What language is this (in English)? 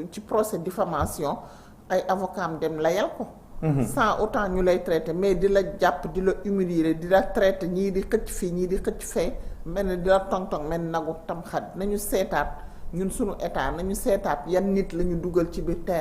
Wolof